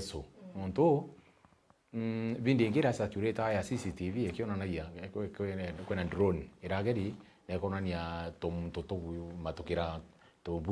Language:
Meru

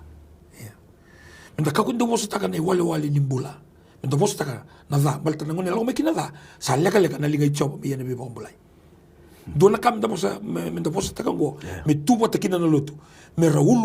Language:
Fijian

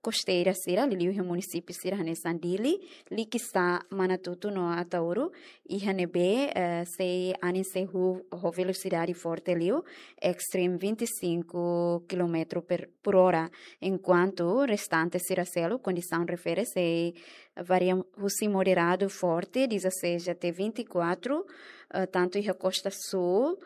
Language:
Tetum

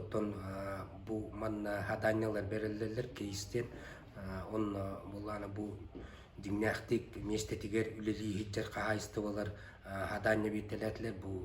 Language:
Yakut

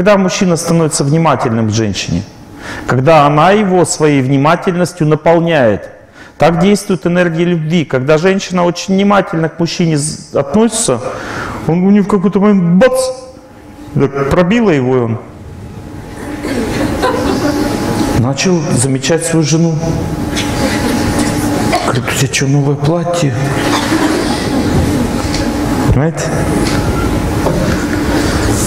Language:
Russian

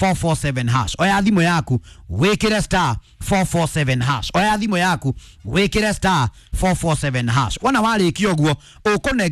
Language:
Kikuyu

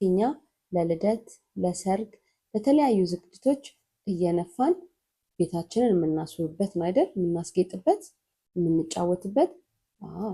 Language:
Amharic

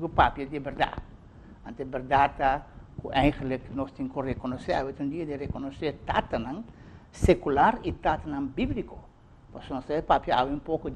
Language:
Papiamento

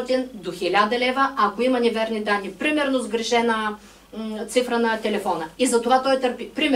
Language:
Bulgarian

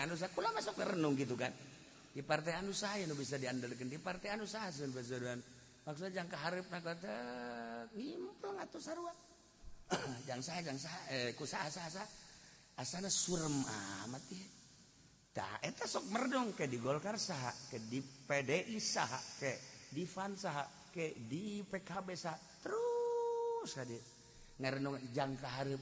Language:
Sundanese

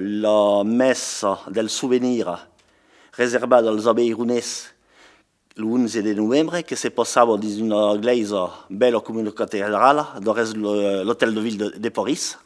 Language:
Occitan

